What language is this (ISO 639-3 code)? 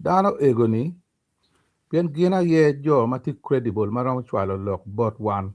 ach